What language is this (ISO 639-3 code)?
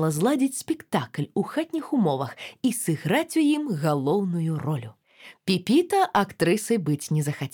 bel